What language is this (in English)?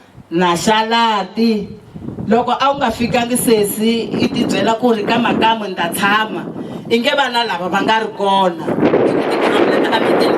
Tsonga